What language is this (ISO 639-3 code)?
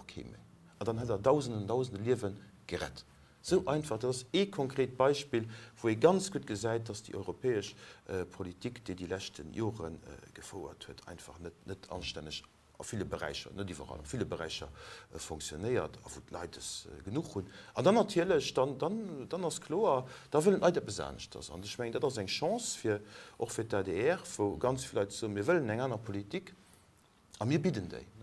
ltz